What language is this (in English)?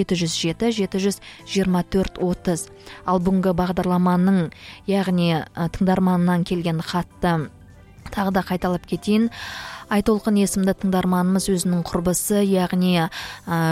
Kazakh